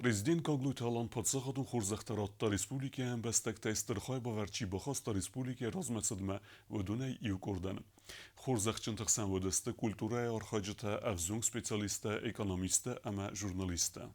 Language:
Ossetic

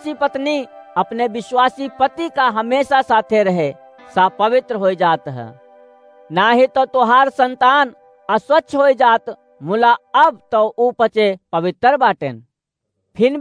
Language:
Awadhi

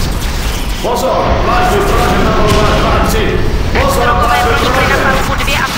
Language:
Czech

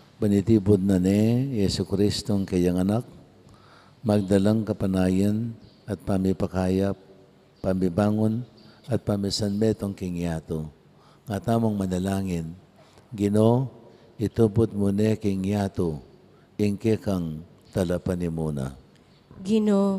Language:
Pampanga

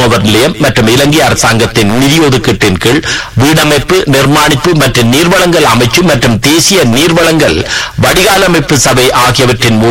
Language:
Tamil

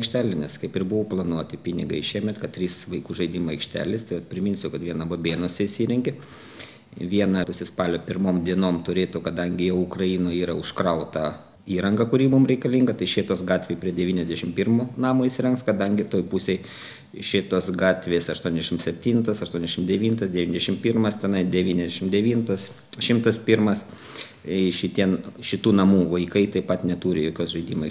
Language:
Lithuanian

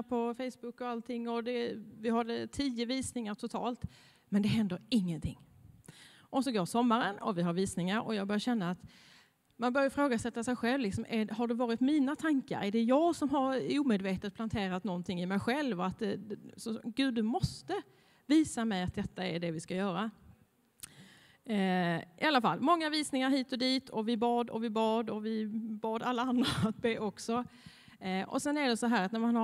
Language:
Swedish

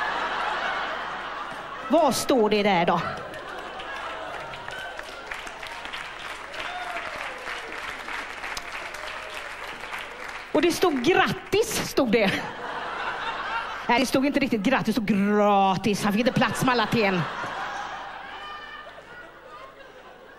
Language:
Swedish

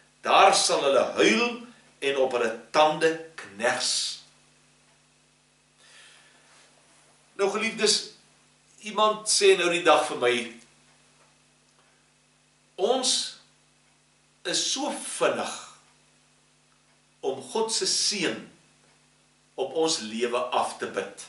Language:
Afrikaans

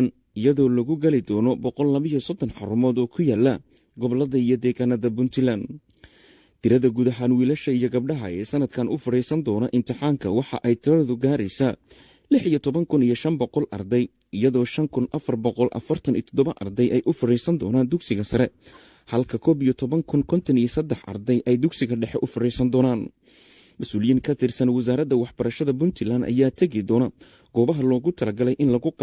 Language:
Somali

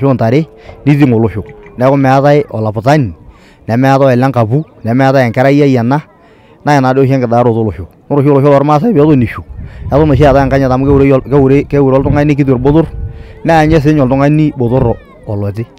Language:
Masai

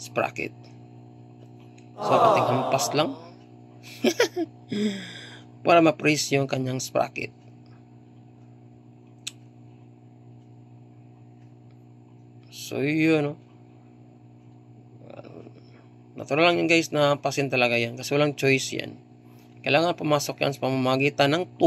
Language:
Filipino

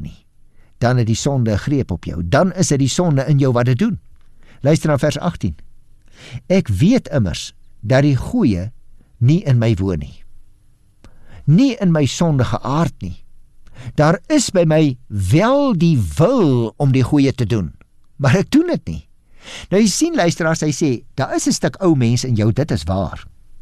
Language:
Afrikaans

